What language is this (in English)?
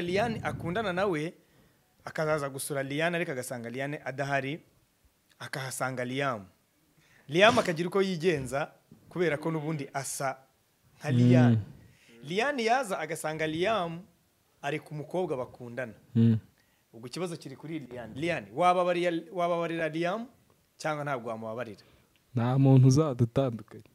Kinyarwanda